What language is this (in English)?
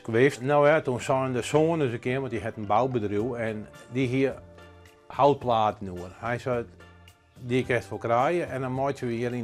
Western Frisian